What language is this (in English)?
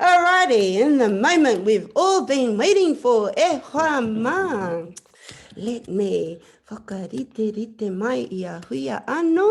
Māori